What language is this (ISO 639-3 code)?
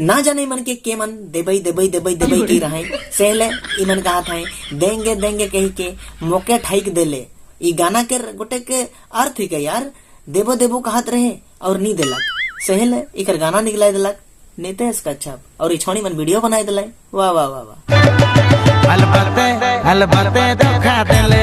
sck